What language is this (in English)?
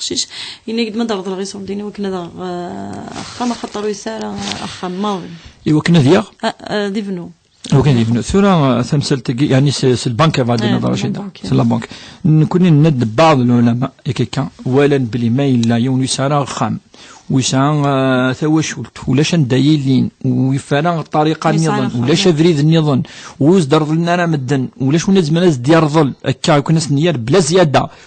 Kabyle